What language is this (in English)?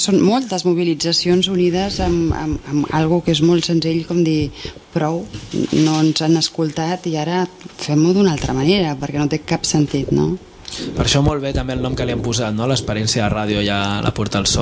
Catalan